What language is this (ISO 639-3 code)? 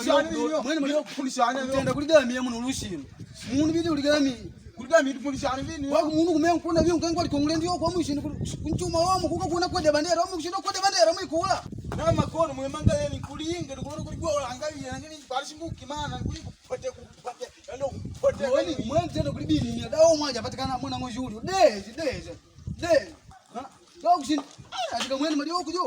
kde